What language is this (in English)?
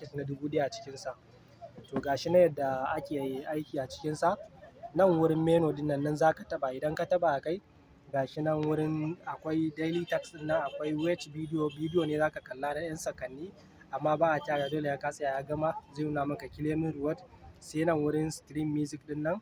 Hausa